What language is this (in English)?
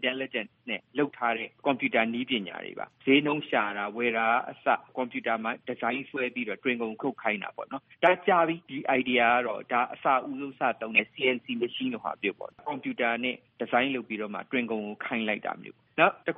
Burmese